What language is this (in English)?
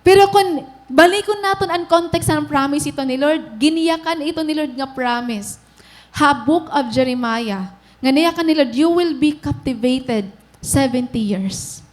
Waray